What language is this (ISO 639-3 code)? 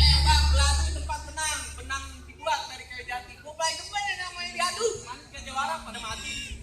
bew